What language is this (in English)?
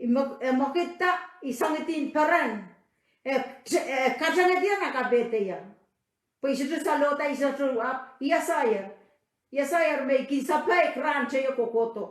Pohnpeian